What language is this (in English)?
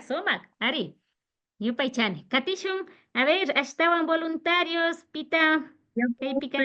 Imbabura Highland Quichua